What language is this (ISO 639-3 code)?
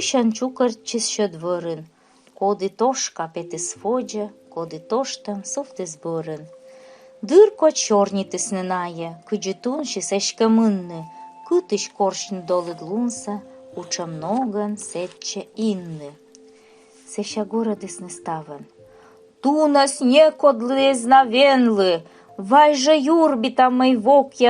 kom